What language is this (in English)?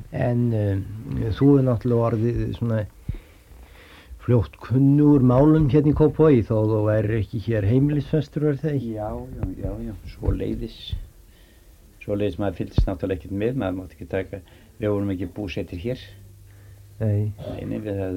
Icelandic